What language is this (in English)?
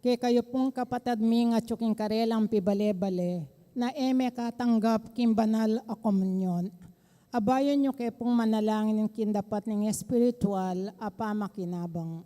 Pampanga